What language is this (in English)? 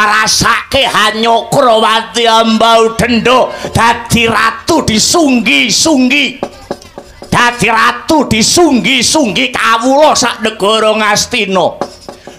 Javanese